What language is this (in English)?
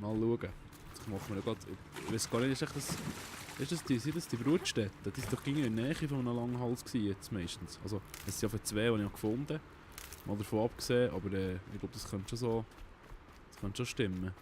Swiss German